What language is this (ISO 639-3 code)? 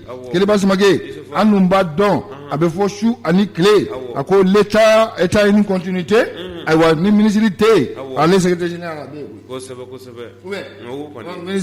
bam